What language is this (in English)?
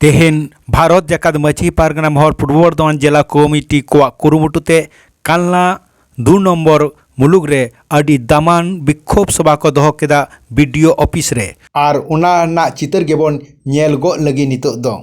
Santali